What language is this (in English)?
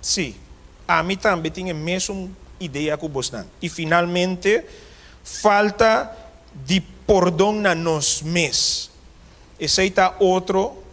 Papiamento